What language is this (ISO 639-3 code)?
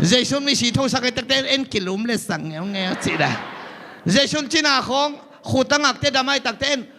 ctd